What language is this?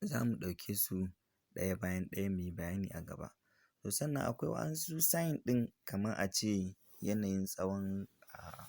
Hausa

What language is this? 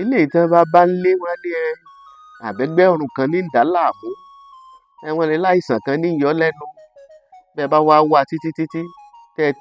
Yoruba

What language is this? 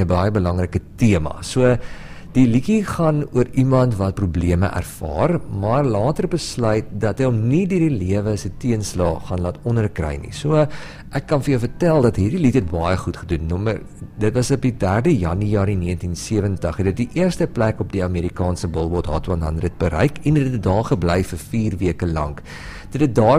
Afrikaans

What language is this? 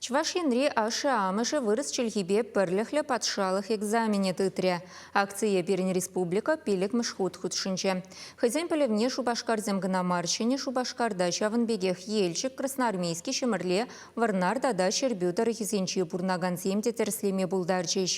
Chuvash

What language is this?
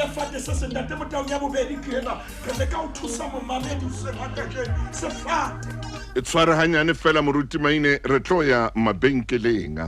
Southern Sotho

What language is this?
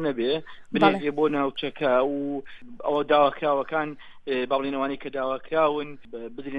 Central Kurdish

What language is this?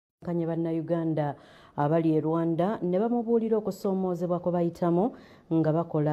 Ganda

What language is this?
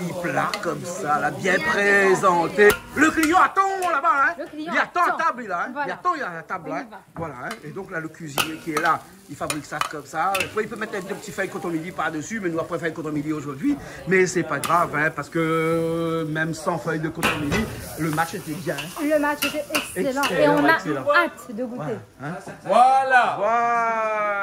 Réunion Creole French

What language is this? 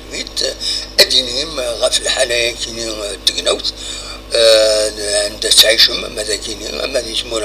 Kabyle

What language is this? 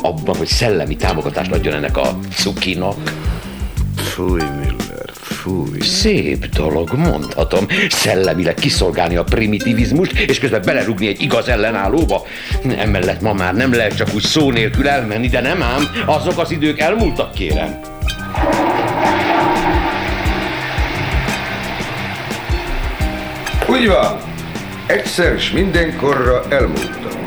Hungarian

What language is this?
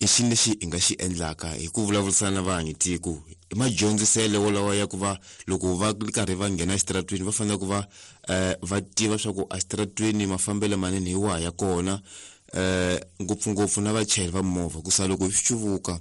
Tsonga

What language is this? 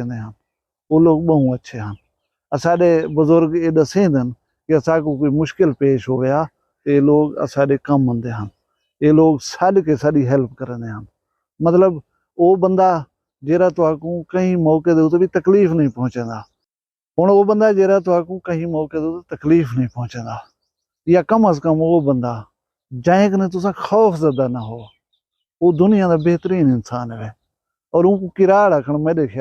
Saraiki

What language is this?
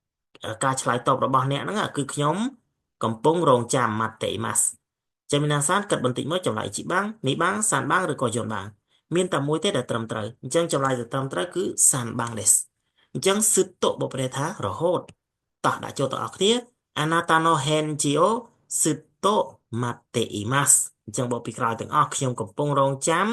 Khmer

